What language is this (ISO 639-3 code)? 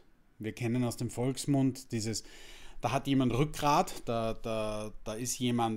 deu